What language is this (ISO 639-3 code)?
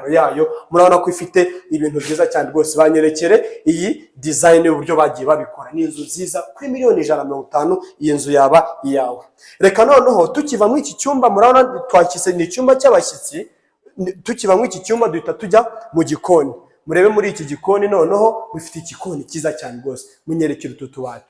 kin